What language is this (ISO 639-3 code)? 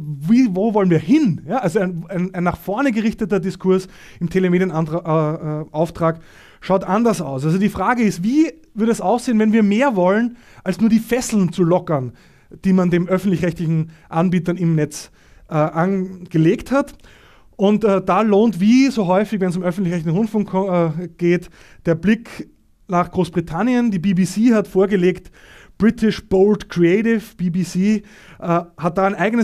deu